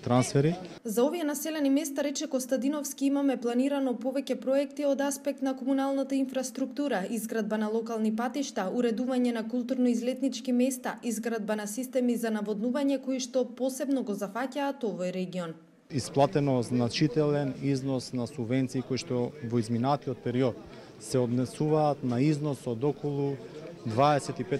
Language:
Macedonian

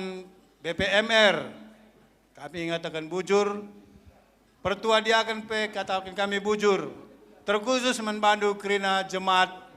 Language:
Batak Karo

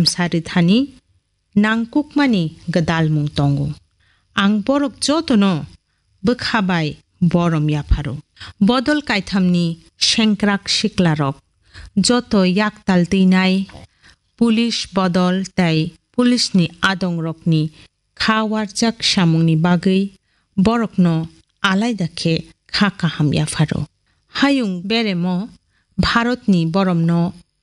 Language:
Kok Borok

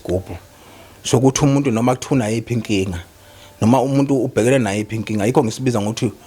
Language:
Zulu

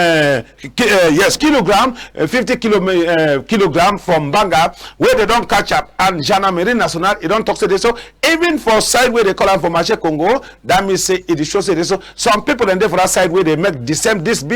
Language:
Cameroon Pidgin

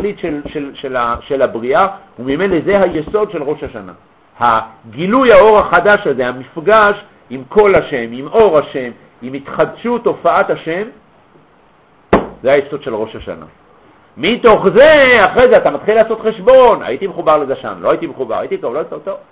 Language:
Hebrew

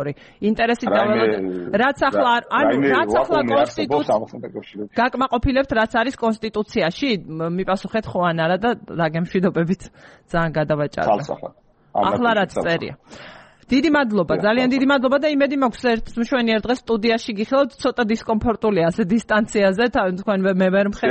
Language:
Georgian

